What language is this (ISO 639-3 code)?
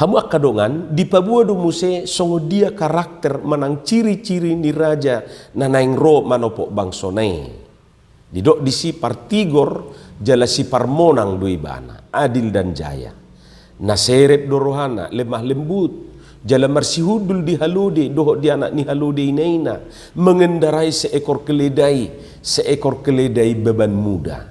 bbc